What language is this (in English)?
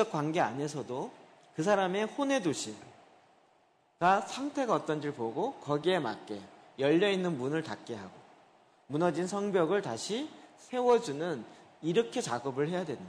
Korean